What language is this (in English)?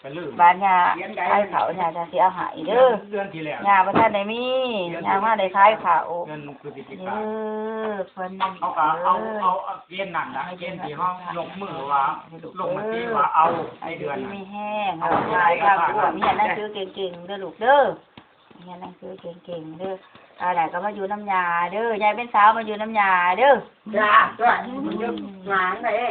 Northeastern Thai